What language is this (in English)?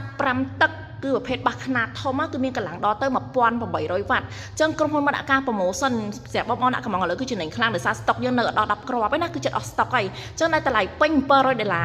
Khmer